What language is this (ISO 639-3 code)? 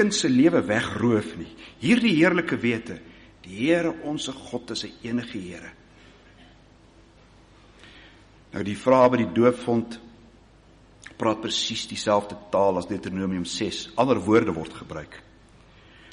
afr